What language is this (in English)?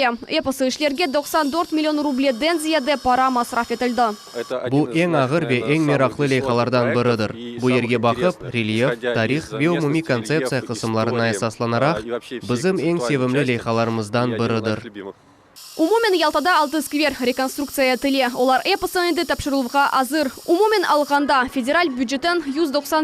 Crimean Tatar